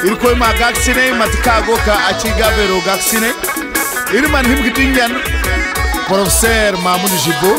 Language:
Zarma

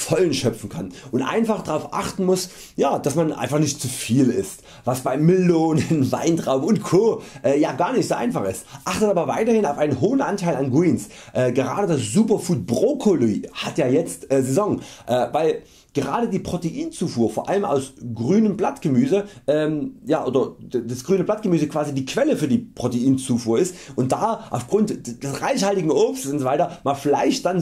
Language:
German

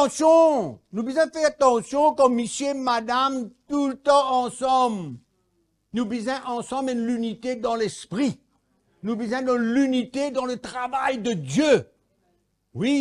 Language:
Morisyen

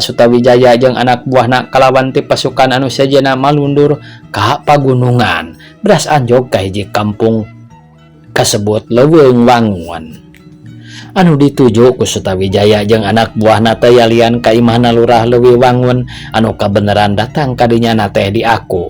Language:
Sundanese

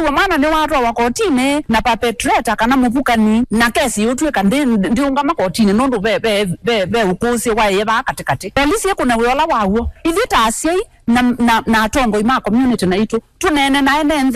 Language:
Kamba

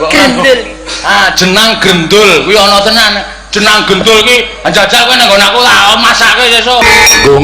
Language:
Javanese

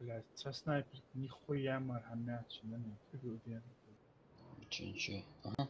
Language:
Ingush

